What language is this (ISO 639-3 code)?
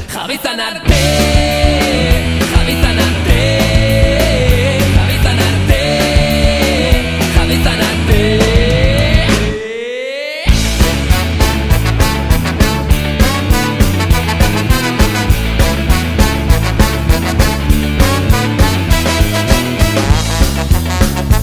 eus